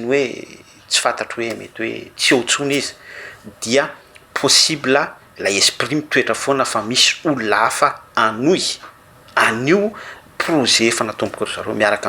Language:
Malagasy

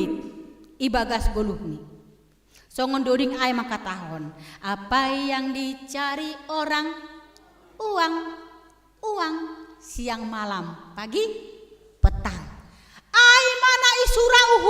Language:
Batak Simalungun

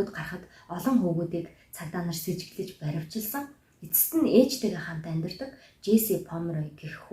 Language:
Mongolian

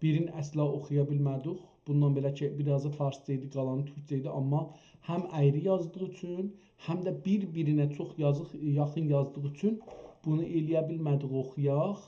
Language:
South Azerbaijani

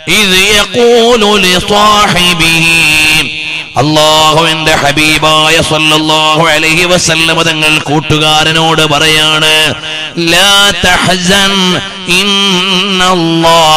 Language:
Malayalam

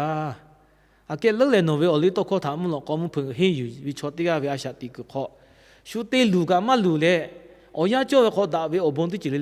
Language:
Lahu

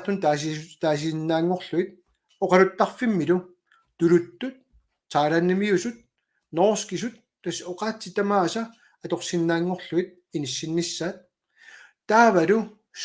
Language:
Kalaallisut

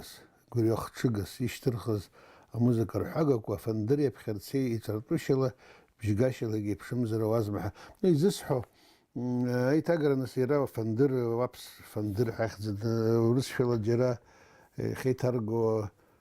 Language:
Abkhazian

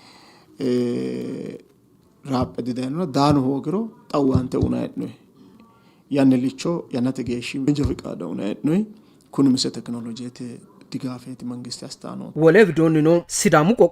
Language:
Sidamo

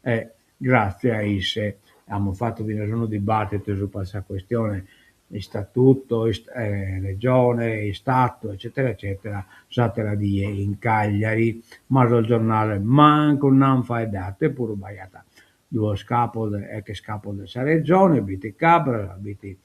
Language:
Sardinian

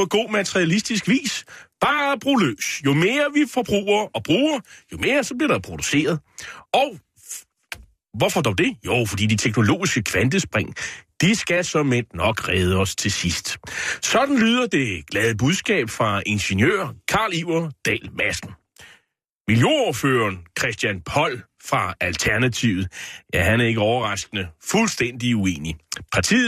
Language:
Danish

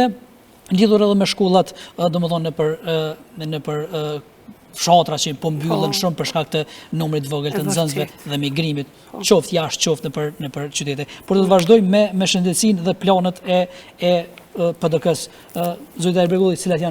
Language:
Albanian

